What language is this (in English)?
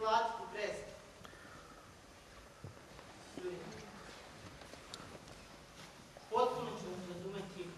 Serbian